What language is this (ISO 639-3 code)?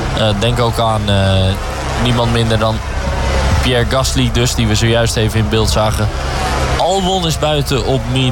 nld